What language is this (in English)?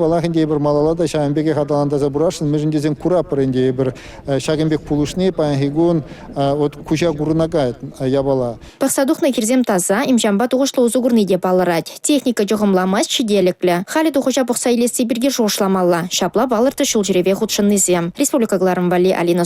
Chuvash